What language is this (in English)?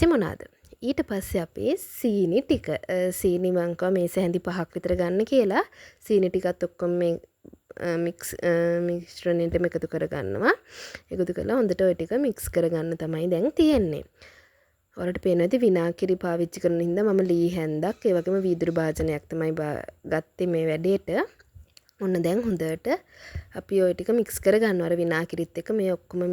Sinhala